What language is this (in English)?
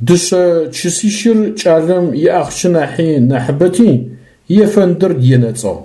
Adyghe